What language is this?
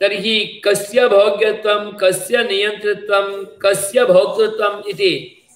Sanskrit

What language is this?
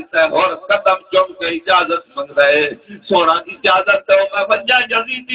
Saraiki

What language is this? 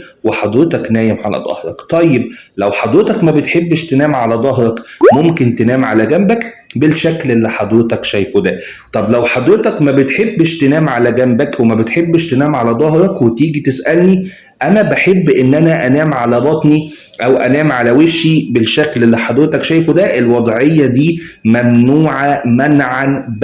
Egyptian Arabic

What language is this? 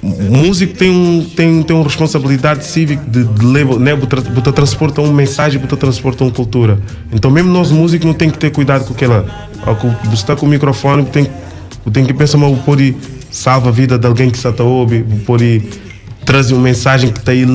Kabuverdianu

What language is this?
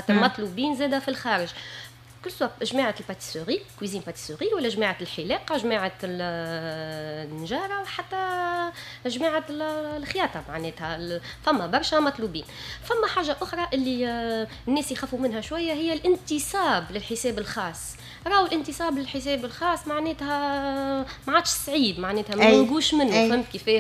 Tunisian Arabic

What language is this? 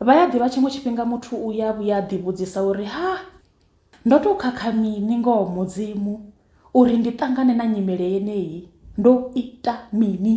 Venda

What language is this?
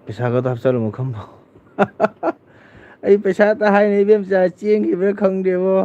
Manipuri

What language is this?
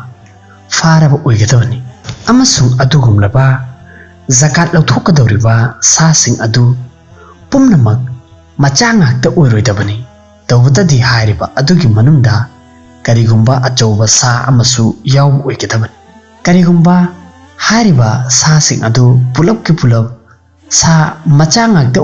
Manipuri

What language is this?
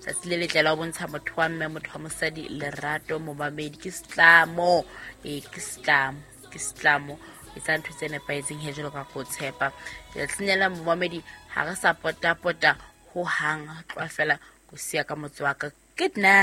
Southern Sotho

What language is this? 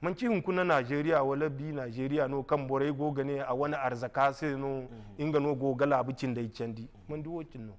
Zarma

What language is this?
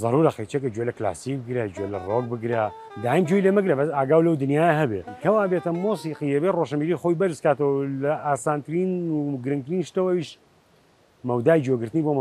Central Kurdish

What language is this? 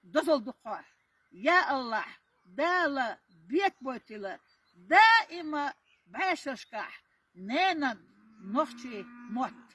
Chechen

